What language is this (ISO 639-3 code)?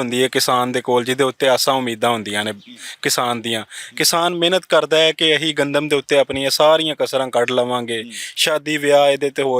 lah